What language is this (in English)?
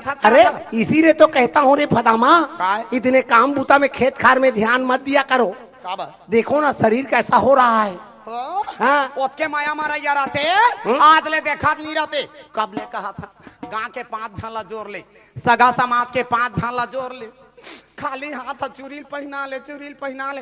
Chhattisgarhi